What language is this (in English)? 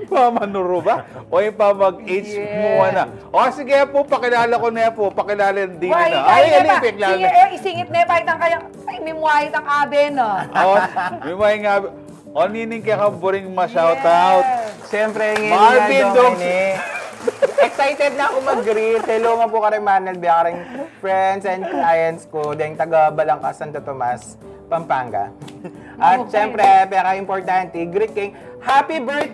Pampanga